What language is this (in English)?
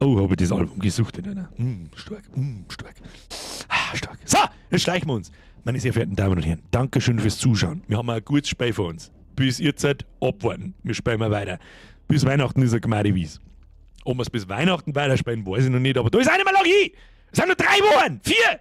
Bavarian